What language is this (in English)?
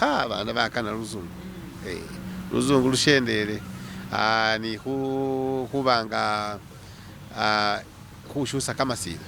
Masaaba